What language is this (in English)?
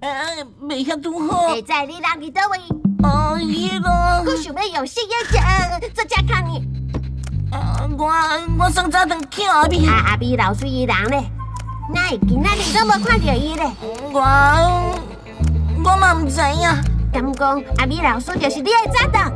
Min Nan Chinese